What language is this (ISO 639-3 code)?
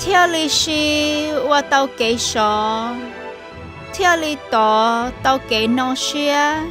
hmn